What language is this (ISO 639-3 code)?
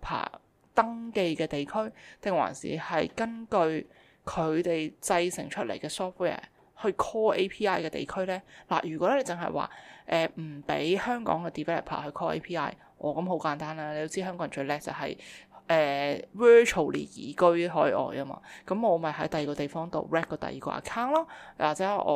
yue